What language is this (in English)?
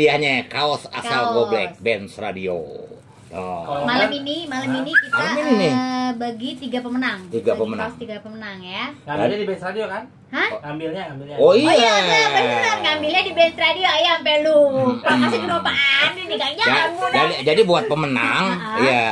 Betawi